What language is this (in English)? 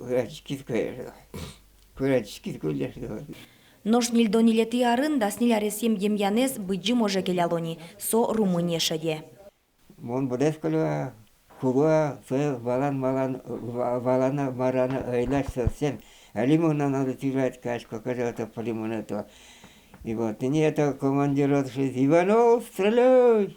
Udmurt